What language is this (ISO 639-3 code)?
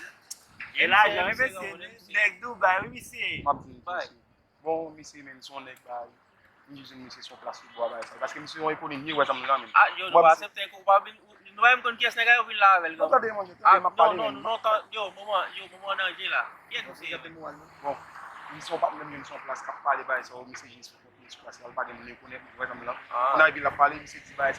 hat